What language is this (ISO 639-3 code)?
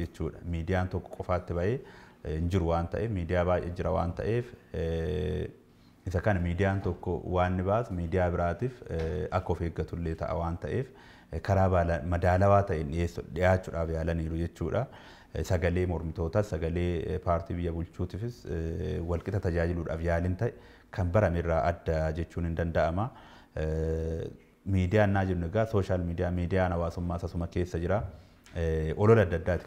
orm